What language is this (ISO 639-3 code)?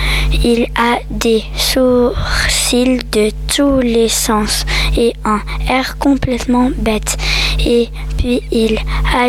fra